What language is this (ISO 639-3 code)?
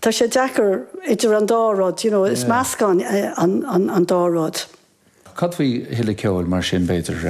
gle